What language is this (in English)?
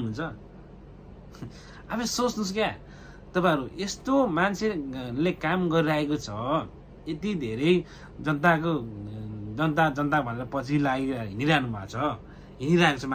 Nepali